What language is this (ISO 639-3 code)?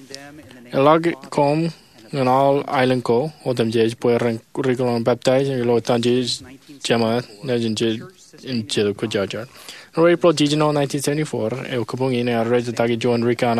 mah